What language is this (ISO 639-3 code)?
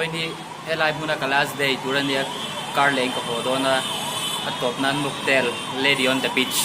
lus